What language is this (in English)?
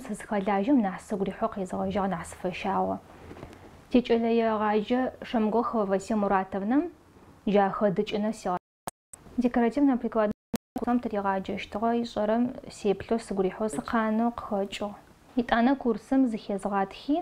Adyghe